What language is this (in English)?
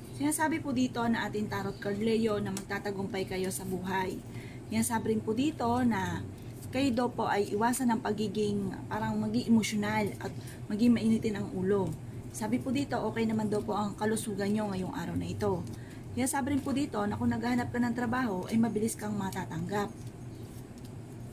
Filipino